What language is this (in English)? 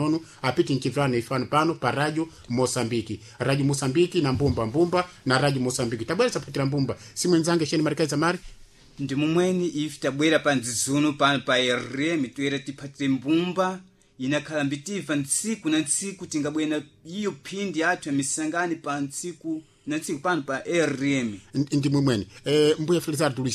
Sena